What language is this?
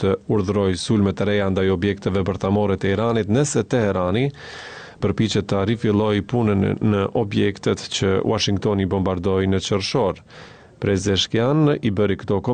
Albanian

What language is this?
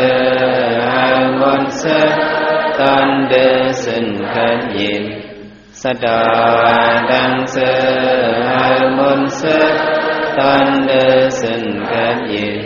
Shan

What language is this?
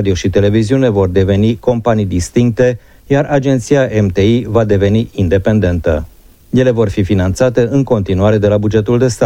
Romanian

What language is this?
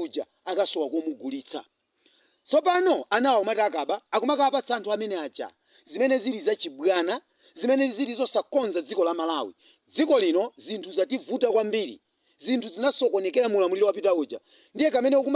Nyanja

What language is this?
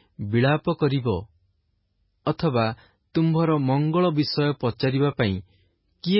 Odia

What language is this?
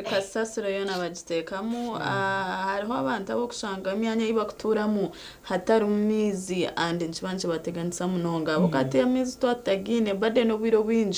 Nyankole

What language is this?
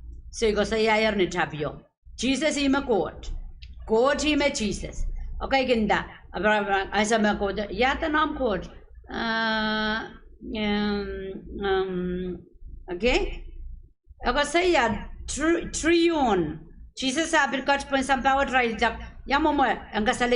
Pohnpeian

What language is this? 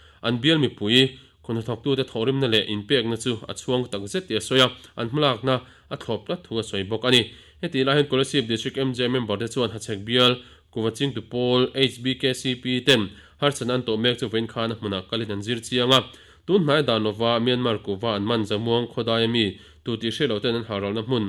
Mizo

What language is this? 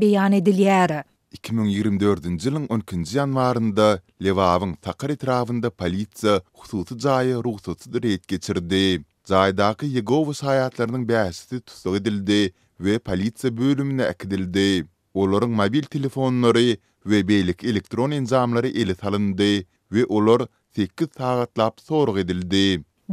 Turkmen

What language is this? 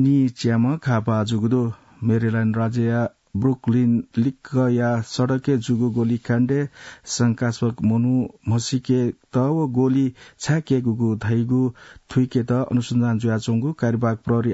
Newari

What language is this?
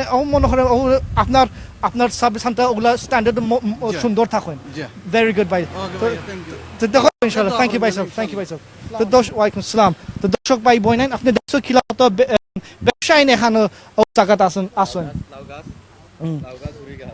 Sylheti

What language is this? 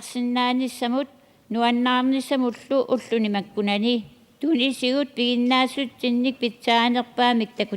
Kalaallisut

